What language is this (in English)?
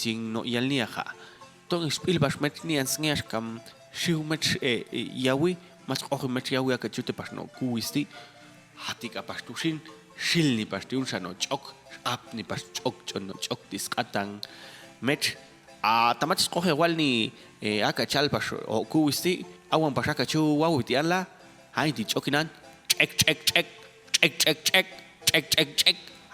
Popti'